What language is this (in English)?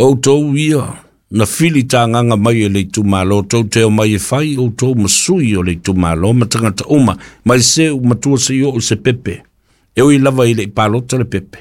Samoan